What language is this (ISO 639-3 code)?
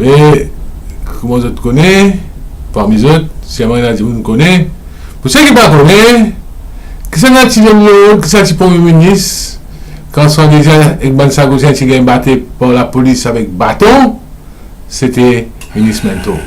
mfe